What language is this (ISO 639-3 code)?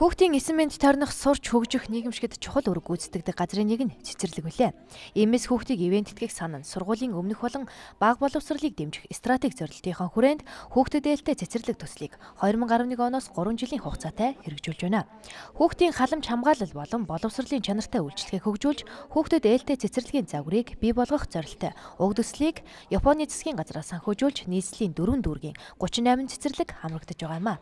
mon